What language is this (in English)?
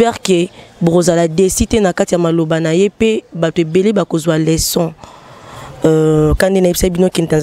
Lingala